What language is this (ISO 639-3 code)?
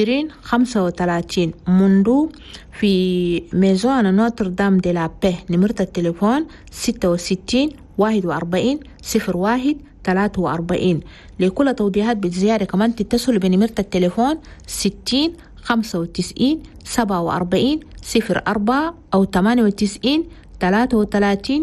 shu